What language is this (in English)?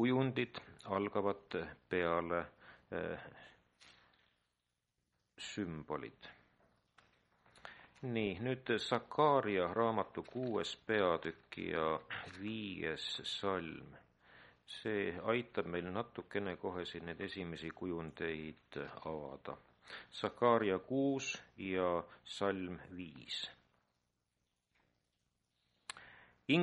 Estonian